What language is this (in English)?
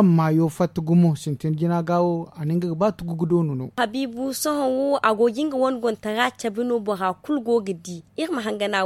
Zarma